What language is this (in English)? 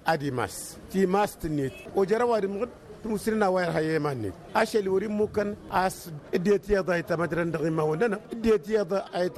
Tamasheq